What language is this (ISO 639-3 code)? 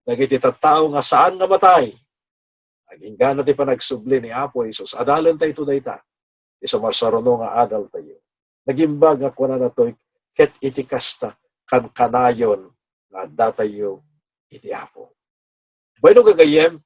ilo